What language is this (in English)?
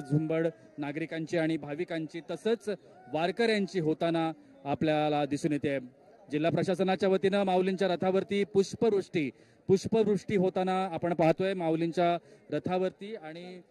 Marathi